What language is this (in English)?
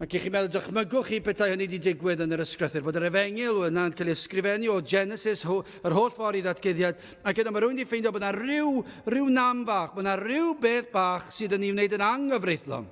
Welsh